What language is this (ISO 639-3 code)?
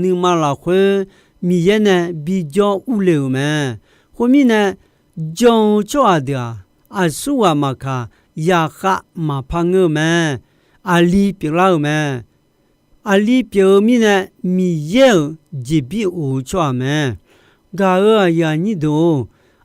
ahk